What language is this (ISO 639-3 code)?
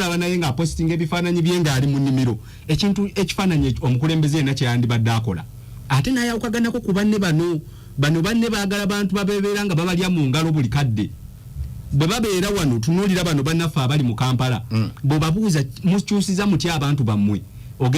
lug